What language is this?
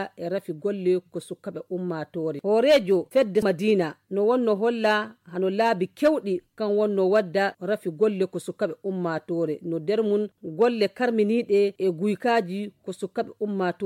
Nigerian Fulfulde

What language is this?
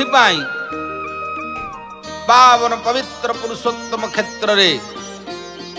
Odia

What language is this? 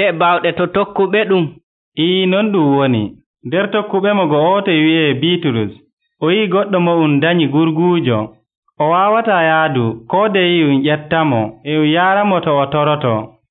Nigerian Fulfulde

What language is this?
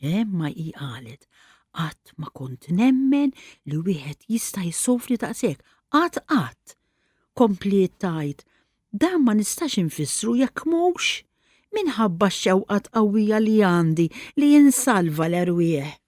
Maltese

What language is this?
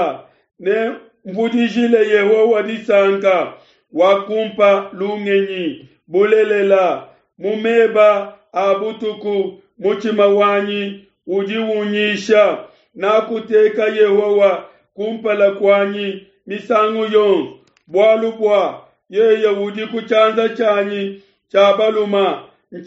Luba-Lulua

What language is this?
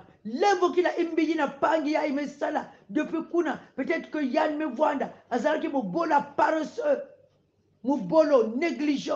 Kongo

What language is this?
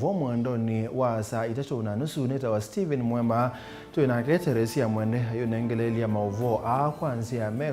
Kamba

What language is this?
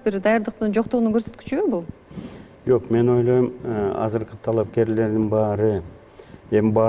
Kyrgyz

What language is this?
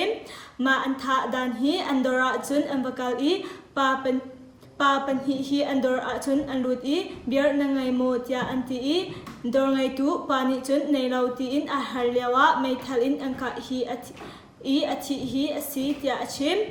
Hakha Chin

